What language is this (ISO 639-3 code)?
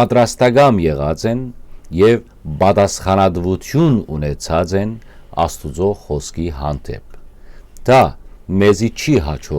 hyw